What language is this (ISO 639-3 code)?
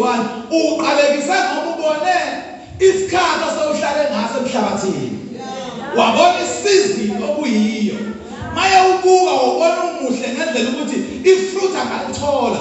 zul